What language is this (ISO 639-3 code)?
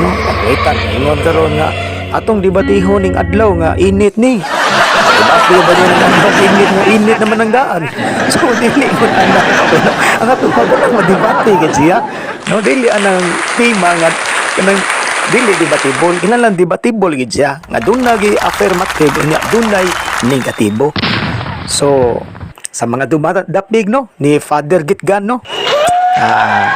ceb